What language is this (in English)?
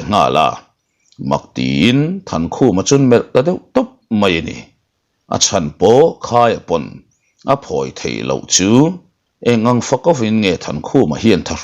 Mizo